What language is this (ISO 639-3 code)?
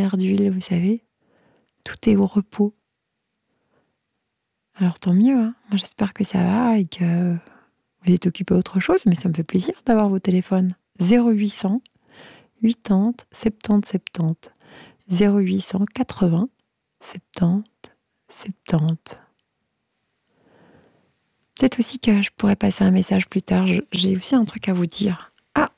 fra